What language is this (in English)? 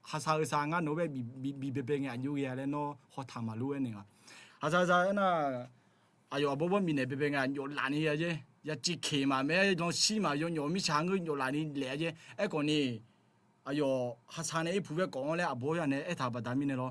Akha